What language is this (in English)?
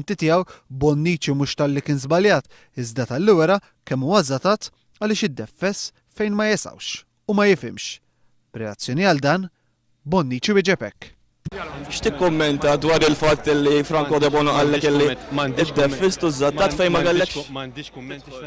Maltese